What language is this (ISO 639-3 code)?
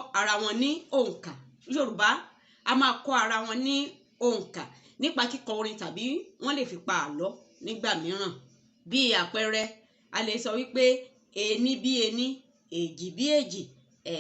yor